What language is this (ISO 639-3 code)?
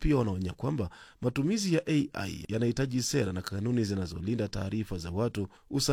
swa